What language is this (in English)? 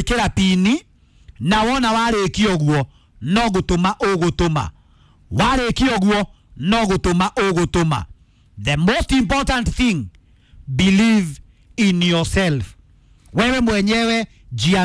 Kikuyu